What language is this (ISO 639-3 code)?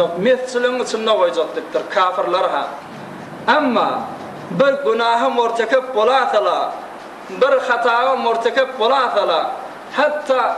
tuk